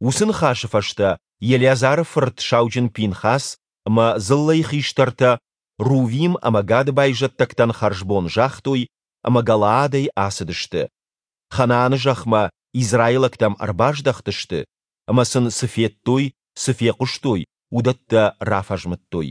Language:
Ossetic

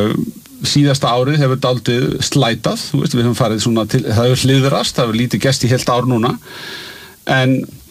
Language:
Icelandic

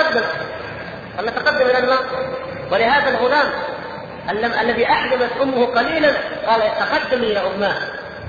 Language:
Arabic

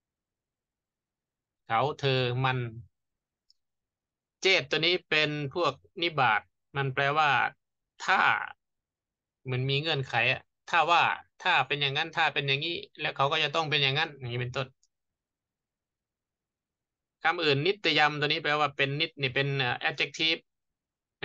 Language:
Thai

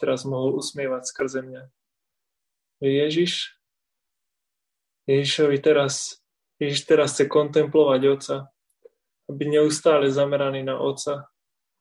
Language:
Slovak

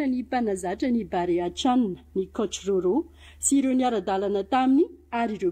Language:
Malagasy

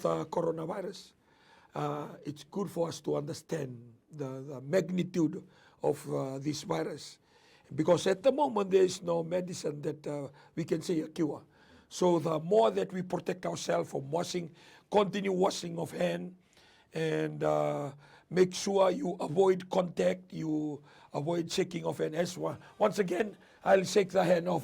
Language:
Fijian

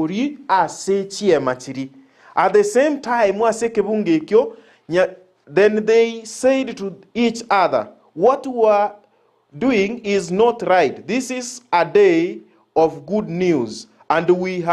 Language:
Gusii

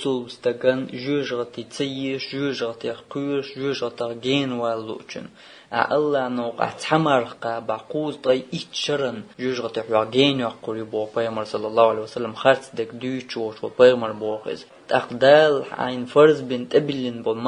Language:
Chechen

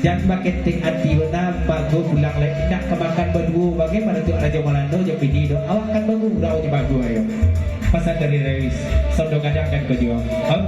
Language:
Minangkabau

